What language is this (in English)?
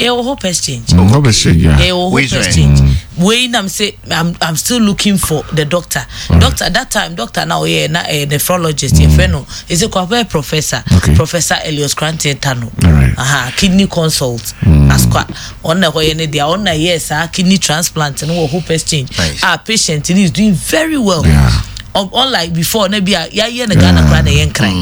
Akan